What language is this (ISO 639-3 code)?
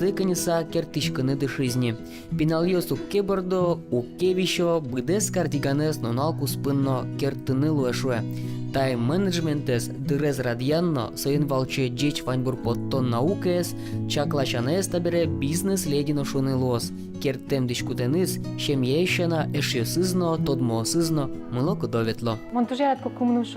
udm